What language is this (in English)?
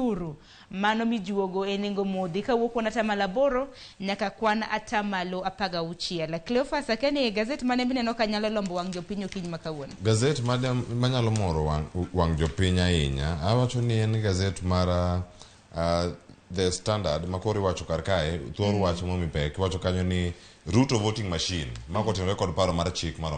Luo (Kenya and Tanzania)